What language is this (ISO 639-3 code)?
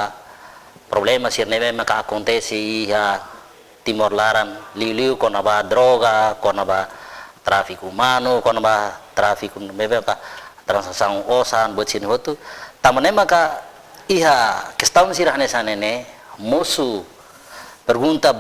tet